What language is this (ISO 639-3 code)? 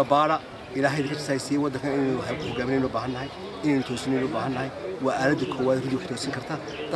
som